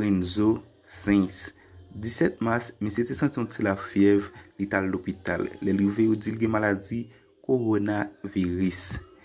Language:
Haitian Creole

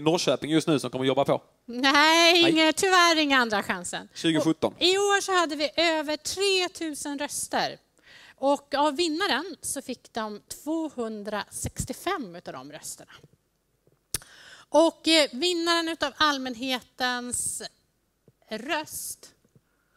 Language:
Swedish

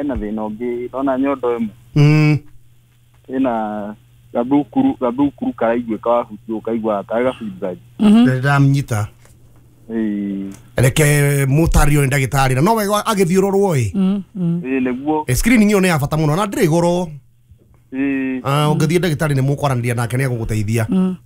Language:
Kikuyu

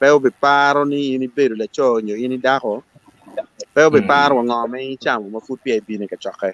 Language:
Acoli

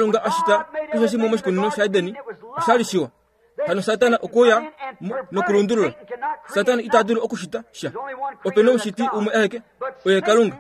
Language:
Kuanyama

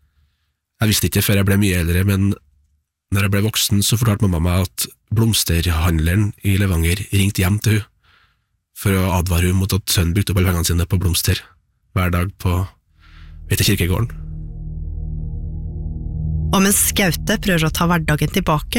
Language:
Norwegian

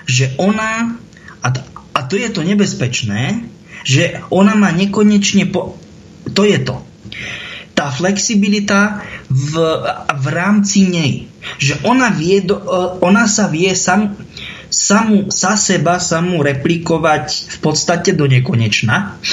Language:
Slovak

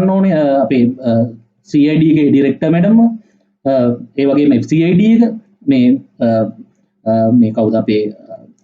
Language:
Sinhala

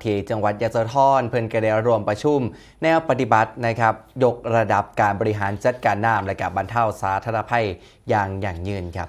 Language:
Northeastern Thai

